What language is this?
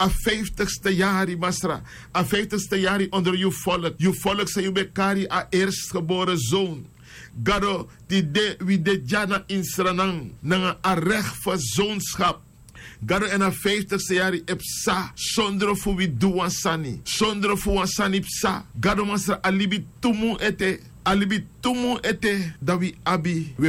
Sranan Tongo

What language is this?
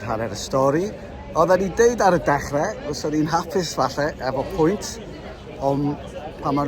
Welsh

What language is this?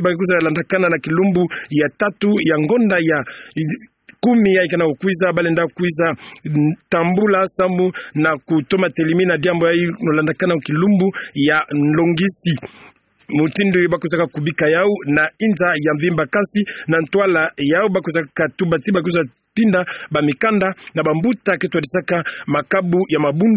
Kituba (Democratic Republic of Congo)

